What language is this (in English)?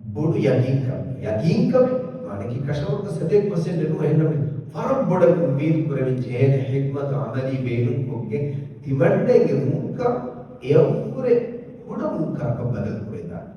Divehi